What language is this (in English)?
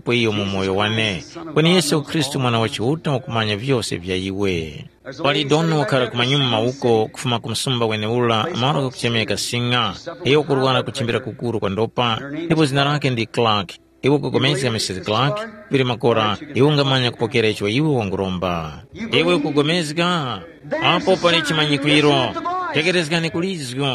Tumbuka